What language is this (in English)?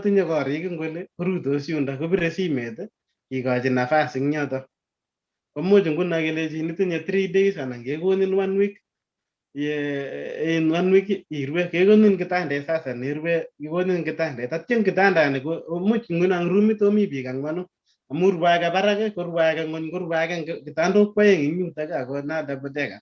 Kalenjin